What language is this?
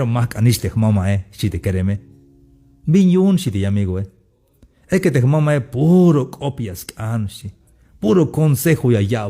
Tzeltal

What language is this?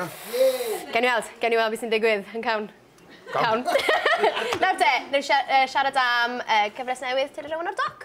Welsh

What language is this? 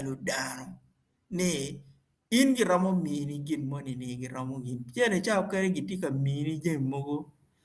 Acoli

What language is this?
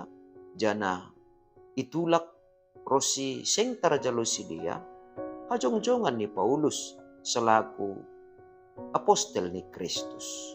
Batak Simalungun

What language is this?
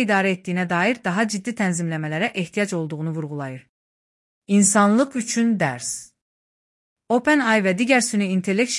Azerbaijani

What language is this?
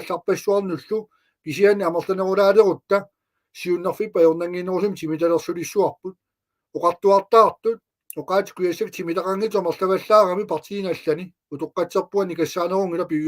Kalaallisut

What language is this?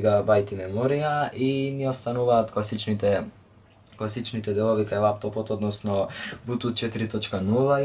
Macedonian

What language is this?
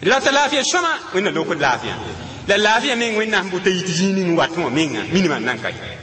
Mossi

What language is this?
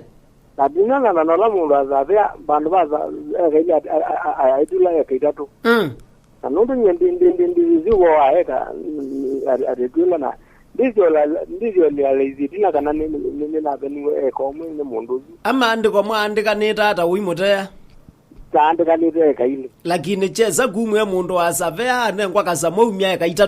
Kamba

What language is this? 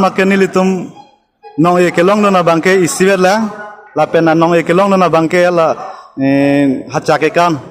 Karbi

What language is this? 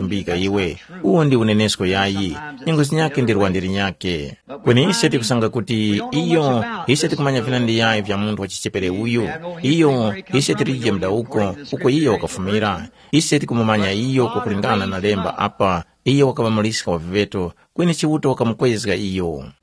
Tumbuka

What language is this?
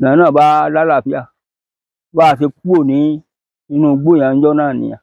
Yoruba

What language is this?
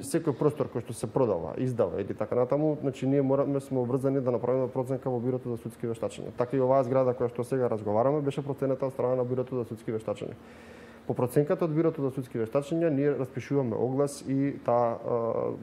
Macedonian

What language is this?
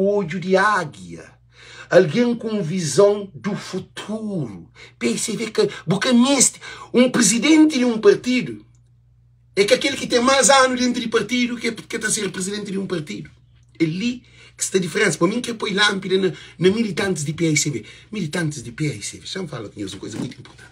Kabuverdianu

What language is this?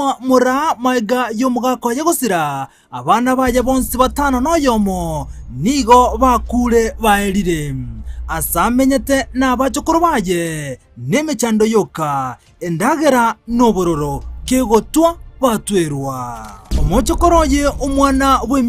Gusii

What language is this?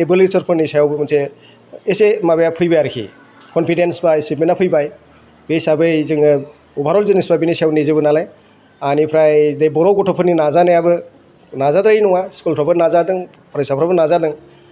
Bodo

